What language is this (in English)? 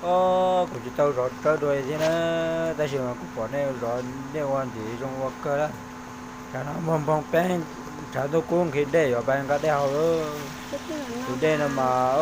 Hmong